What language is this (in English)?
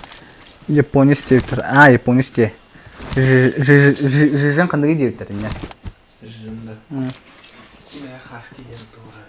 Yakut